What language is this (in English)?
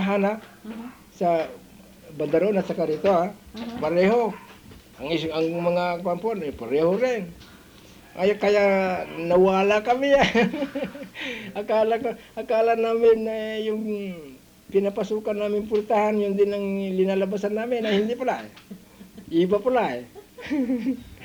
Filipino